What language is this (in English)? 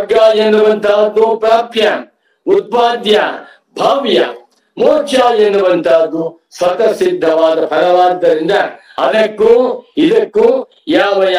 Kannada